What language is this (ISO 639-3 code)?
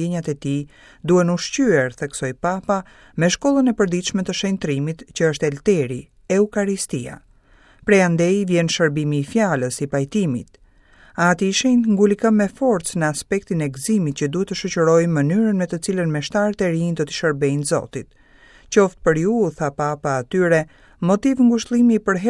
sqi